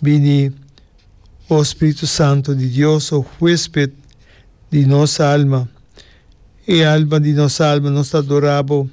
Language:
Papiamento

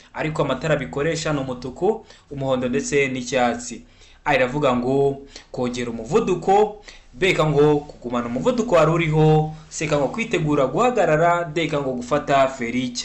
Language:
Kinyarwanda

